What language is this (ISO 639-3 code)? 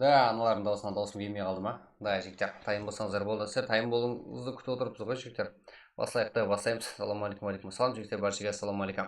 kaa